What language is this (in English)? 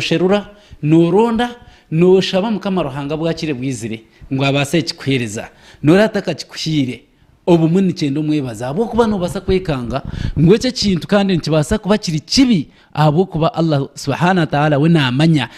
Nyankole